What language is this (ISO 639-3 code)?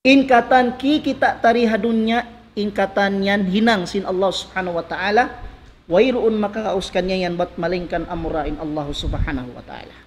tsg